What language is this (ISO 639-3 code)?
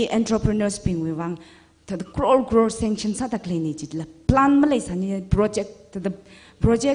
nmf